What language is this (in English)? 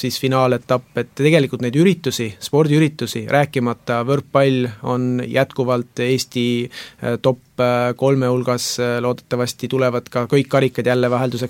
Estonian